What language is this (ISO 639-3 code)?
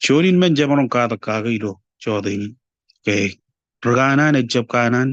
mah